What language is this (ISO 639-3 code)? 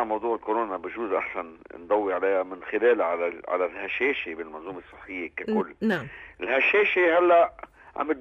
apc